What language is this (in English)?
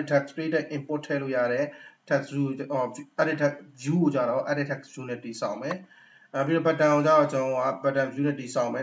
Burmese